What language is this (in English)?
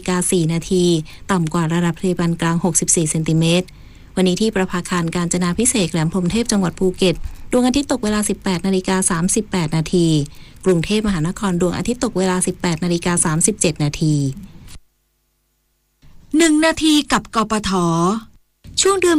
Thai